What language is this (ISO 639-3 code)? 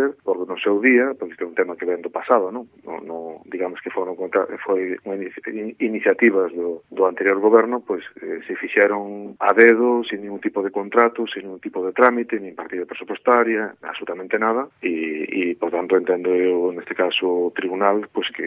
glg